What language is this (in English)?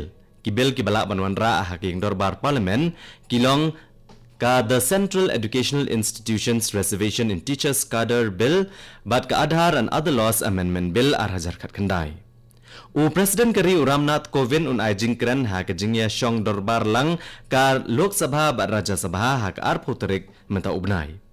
Khasi